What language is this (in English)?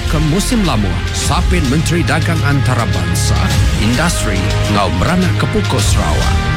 Iban